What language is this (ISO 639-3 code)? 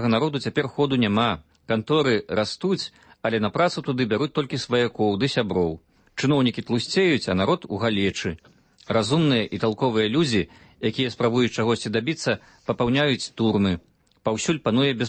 bel